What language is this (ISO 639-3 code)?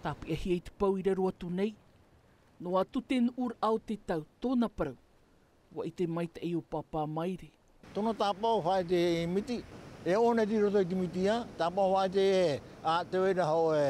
tah